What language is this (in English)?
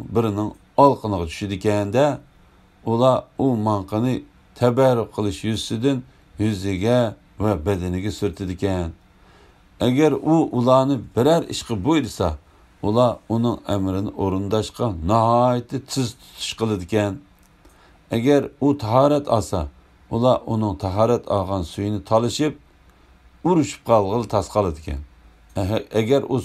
Uyghur